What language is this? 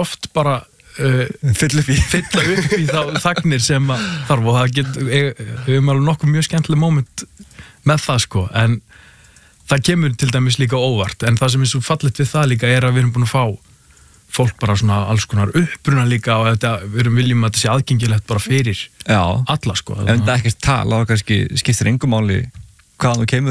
Icelandic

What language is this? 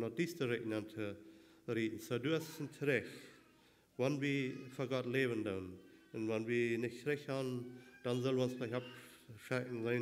Plautdietsch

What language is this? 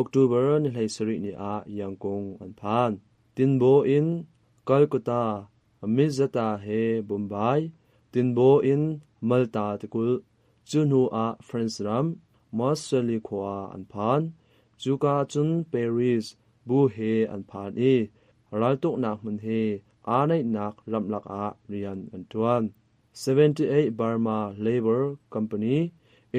Hakha Chin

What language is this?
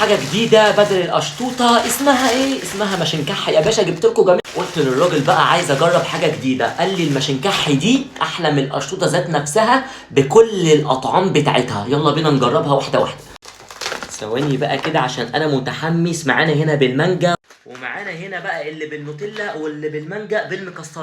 Egyptian Arabic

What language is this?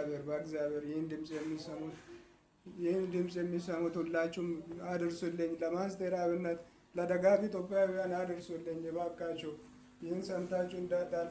Amharic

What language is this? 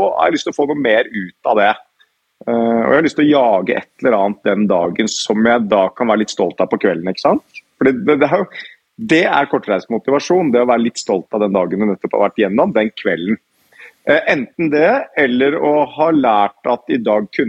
Norwegian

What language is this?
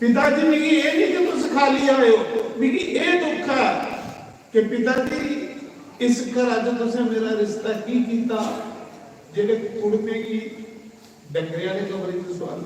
Dogri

